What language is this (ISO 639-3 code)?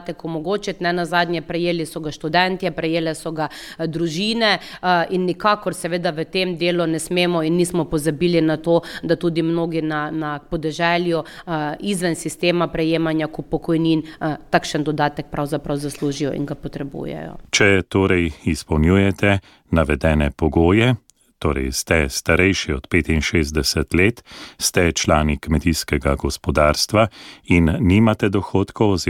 slv